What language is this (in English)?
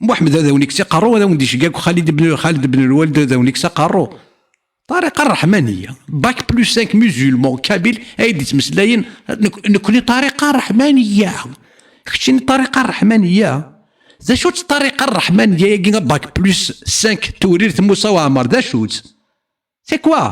Kabyle